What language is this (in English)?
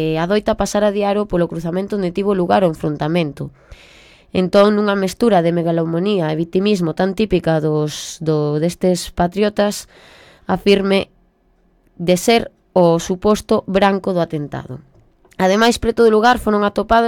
Galician